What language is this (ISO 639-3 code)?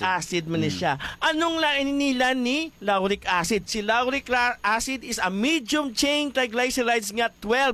hil